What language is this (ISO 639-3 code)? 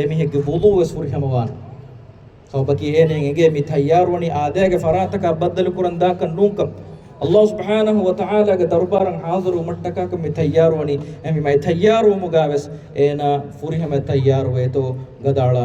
div